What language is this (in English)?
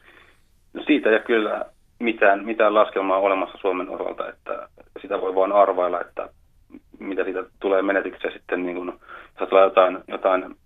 Finnish